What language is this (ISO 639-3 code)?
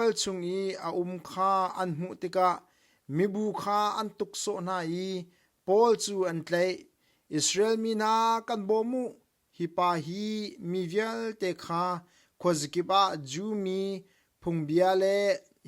cnh